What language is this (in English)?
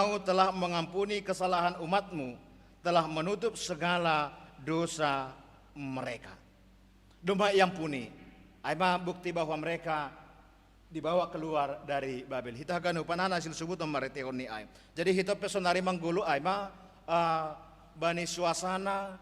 Batak Simalungun